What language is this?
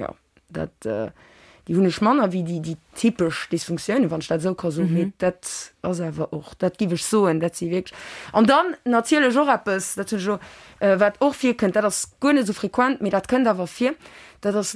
Luxembourgish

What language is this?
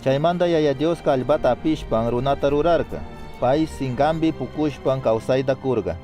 Chimborazo Highland Quichua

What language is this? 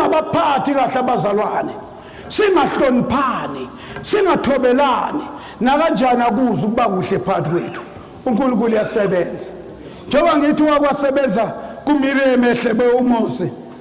Zulu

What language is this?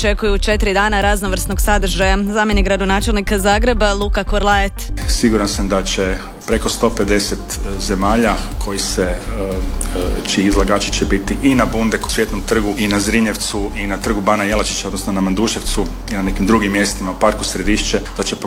Croatian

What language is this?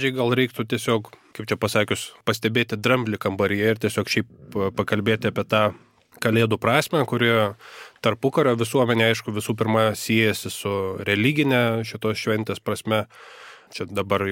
Lithuanian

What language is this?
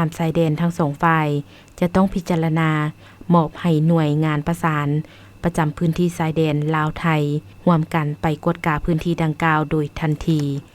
Lao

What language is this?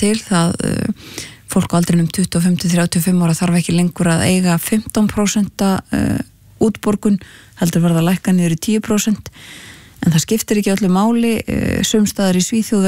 Icelandic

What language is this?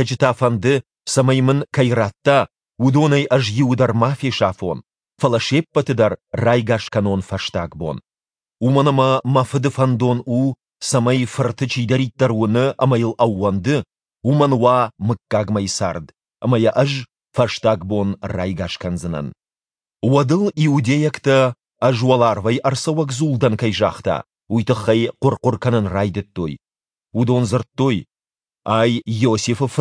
Ossetic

